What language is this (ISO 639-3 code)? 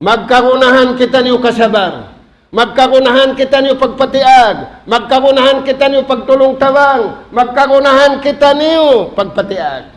tsg